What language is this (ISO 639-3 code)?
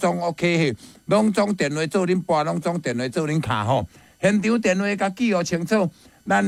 nan